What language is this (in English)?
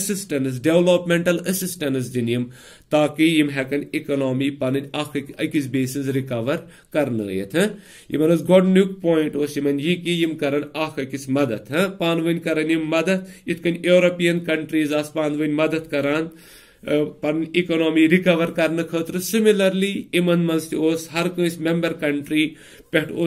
Kashmiri